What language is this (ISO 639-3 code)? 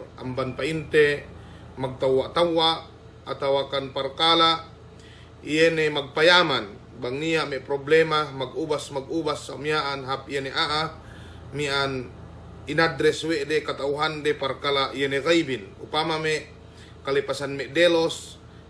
yka